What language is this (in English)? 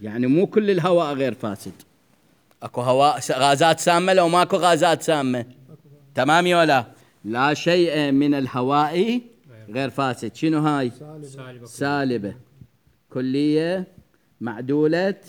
Mesopotamian Arabic